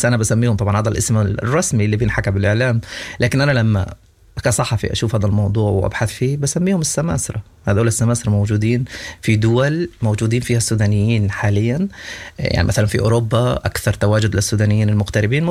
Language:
Sudanese Arabic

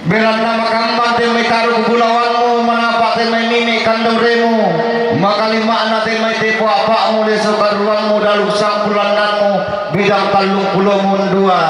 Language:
Toraja-Sa'dan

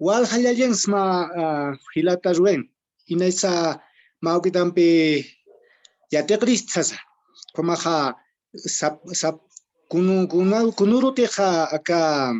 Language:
Aymara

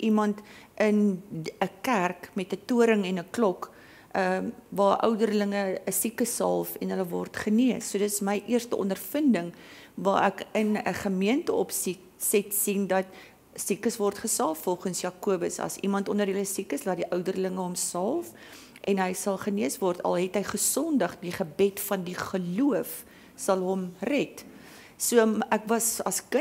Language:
Afrikaans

